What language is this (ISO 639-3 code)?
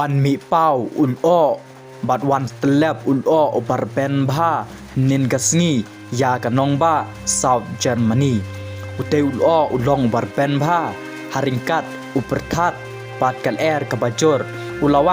kha